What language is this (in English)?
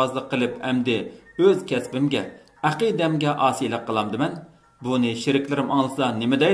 Uyghur